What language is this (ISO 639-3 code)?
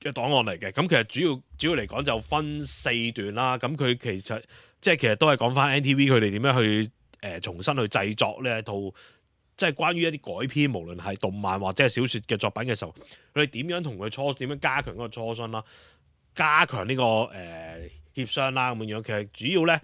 yue